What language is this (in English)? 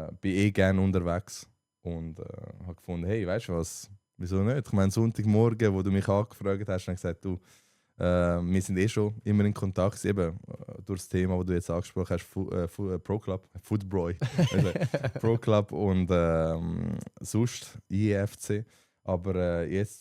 Swiss German